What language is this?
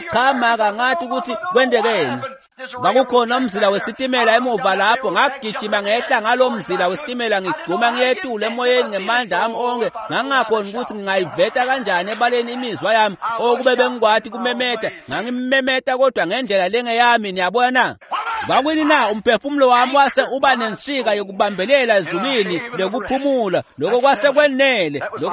Swati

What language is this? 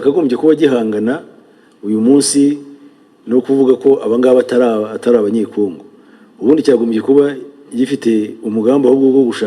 Kinyarwanda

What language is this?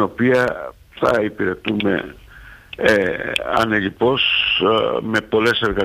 Greek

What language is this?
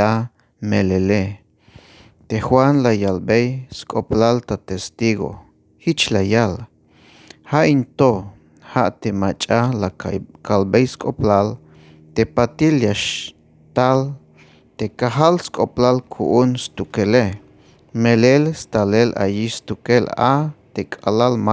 Tzeltal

